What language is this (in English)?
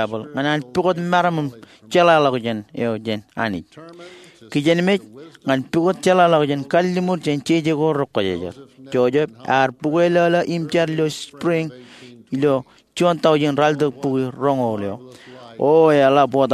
Marshallese